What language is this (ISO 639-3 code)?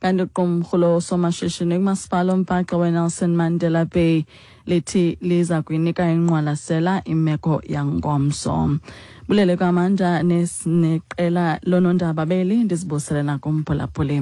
xho